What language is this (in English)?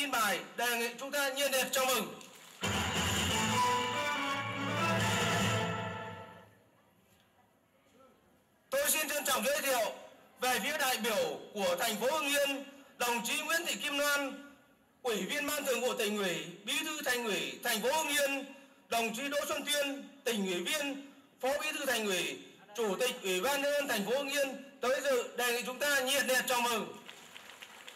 Vietnamese